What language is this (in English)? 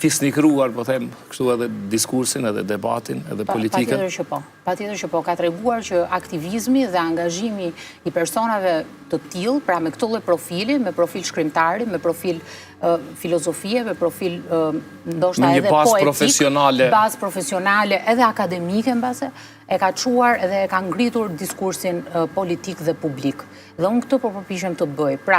Albanian